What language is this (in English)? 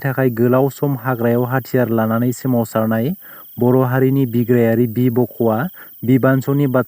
Bodo